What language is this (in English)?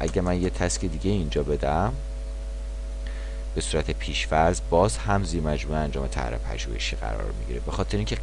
Persian